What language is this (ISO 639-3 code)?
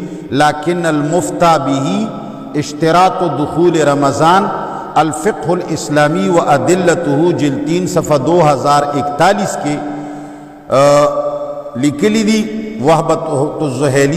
pus